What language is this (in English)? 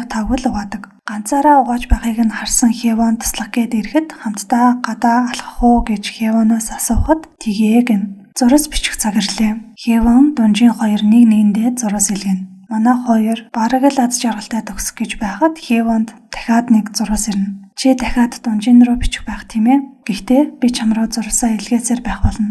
Mongolian